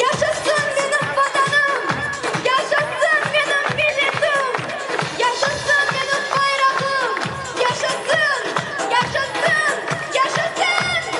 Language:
Crimean Tatar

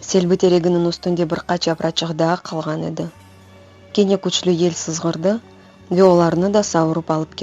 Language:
Crimean Tatar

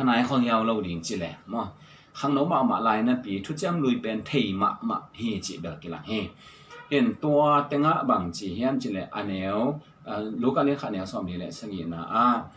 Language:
Tedim Chin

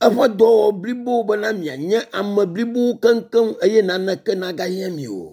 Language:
Ewe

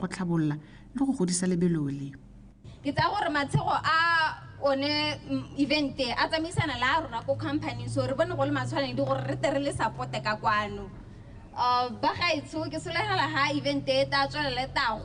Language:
Tswana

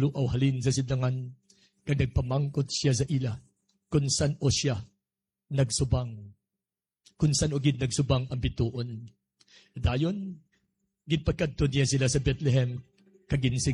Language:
Hiligaynon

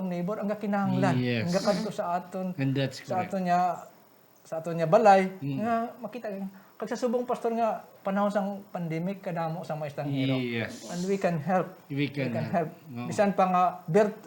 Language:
Hiligaynon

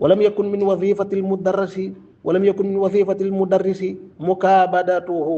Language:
Wolof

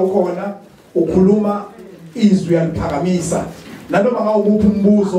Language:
Zulu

